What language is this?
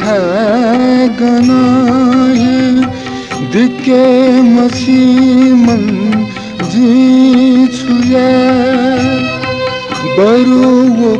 Newari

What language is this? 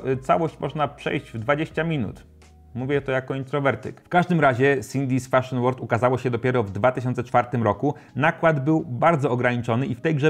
Polish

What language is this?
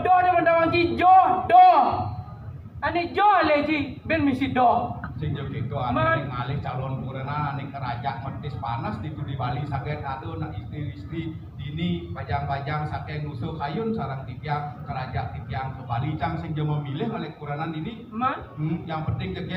Balinese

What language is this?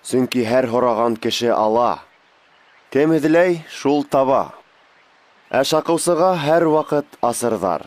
Bashkir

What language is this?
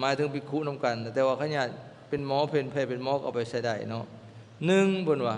Lao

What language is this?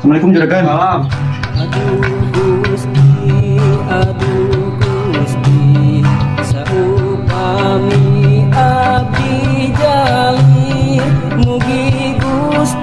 Sundanese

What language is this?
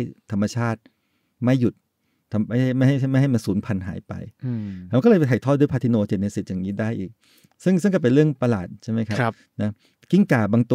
Thai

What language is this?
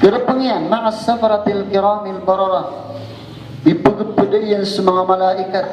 Maranao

